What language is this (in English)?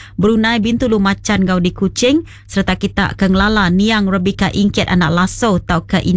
Iban